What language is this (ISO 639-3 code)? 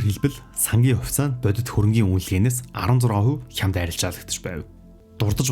mon